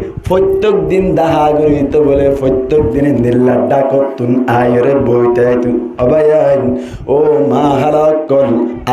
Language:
Rohingya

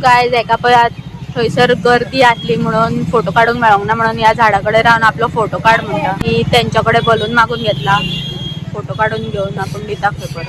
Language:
Konkani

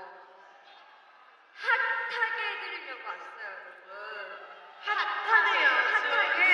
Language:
Korean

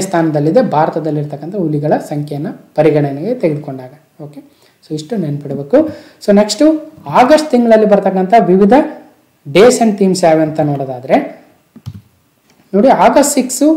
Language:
Kannada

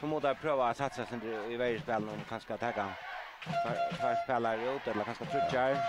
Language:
Faroese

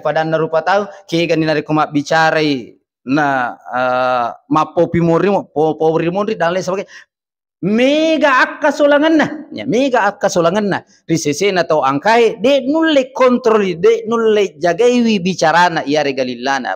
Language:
Buginese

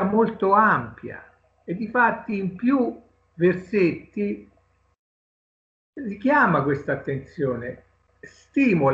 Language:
Italian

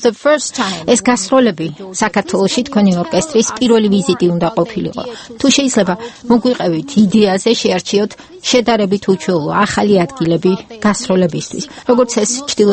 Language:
Georgian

